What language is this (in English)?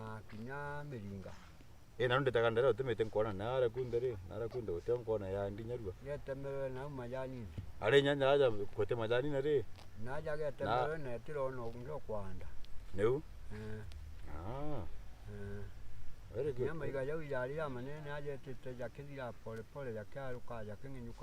Meru